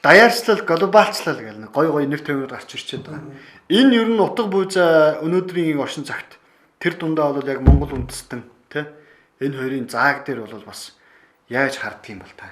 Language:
Mongolian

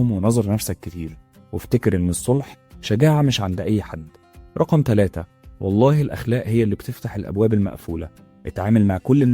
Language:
Egyptian Arabic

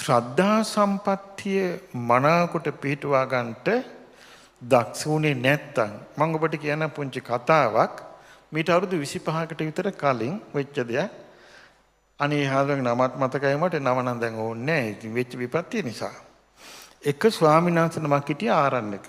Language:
Sinhala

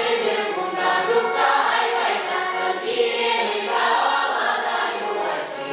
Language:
Chuvash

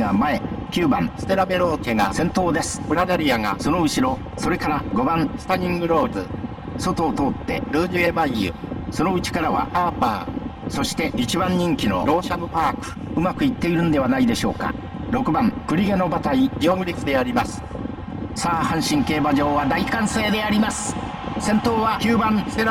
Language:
Japanese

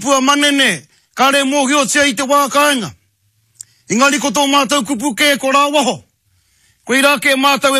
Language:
Māori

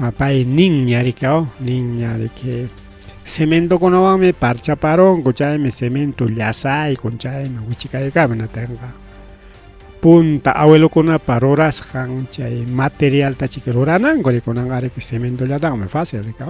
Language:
Ayacucho Quechua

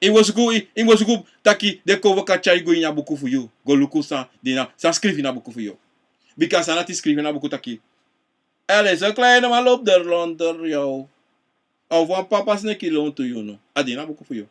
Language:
Sranan Tongo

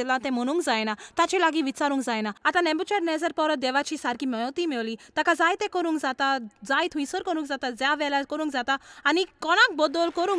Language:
Konkani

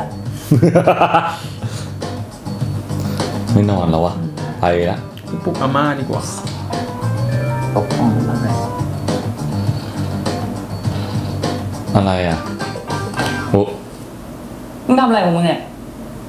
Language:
Thai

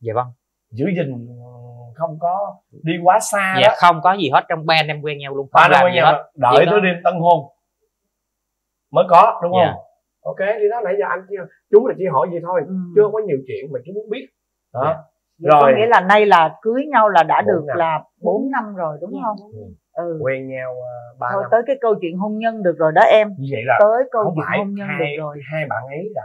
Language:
Vietnamese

